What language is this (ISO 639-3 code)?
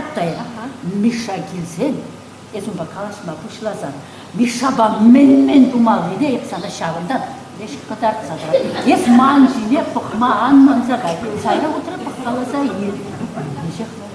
chv